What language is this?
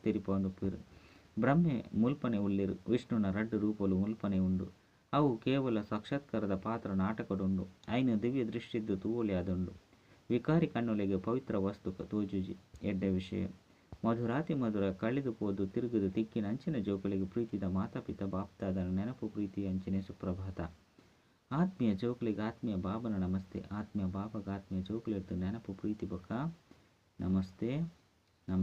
Tulu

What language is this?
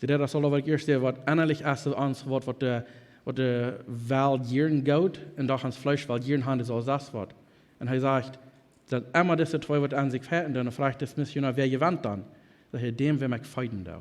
Plautdietsch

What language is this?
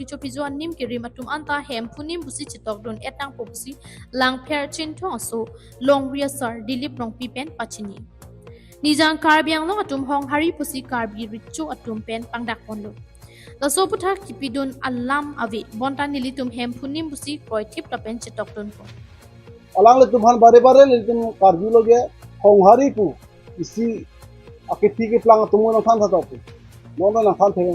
Karbi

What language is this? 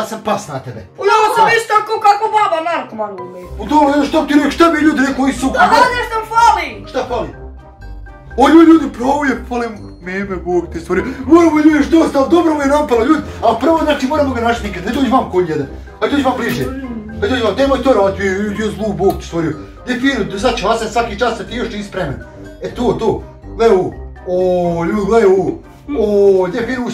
Bosnian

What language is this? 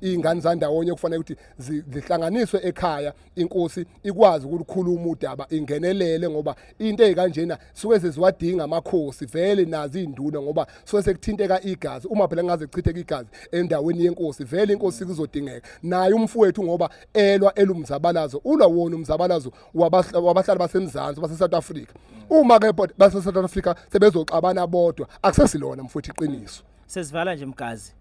Zulu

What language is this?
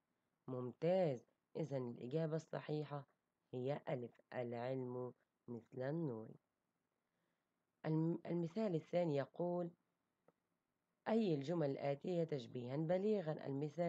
Arabic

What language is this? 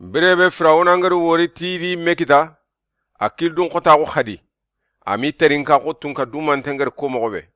Soninke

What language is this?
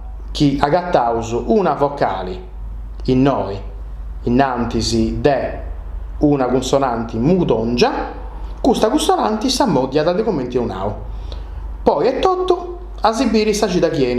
Sardinian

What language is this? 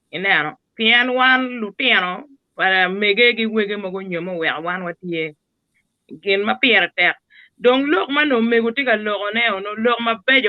Acoli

